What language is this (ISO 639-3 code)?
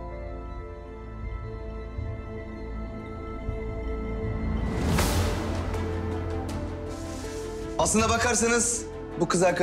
tur